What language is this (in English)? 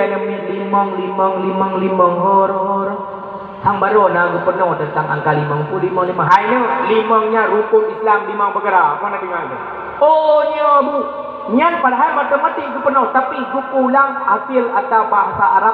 Achinese